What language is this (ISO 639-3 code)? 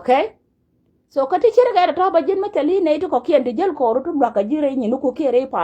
nus